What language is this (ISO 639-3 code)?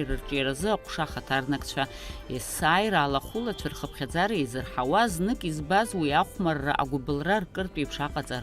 abk